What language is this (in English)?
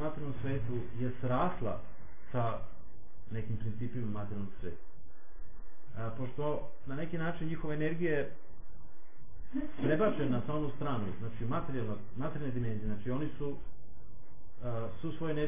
Serbian